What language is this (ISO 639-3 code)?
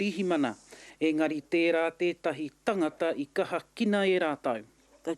mri